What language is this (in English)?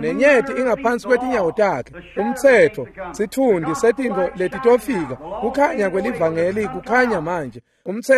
Swati